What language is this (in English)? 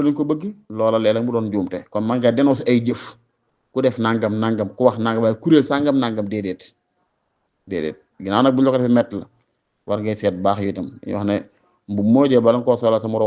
Wolof